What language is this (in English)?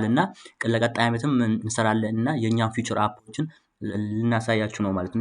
Amharic